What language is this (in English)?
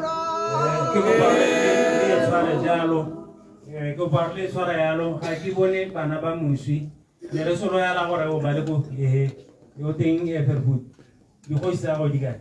Tswana